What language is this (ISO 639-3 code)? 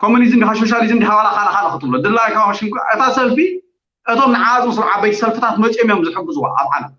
tir